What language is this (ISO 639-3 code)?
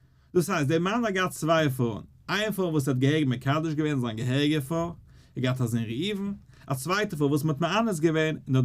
yid